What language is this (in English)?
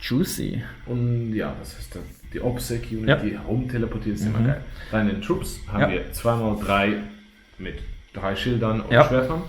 Swiss German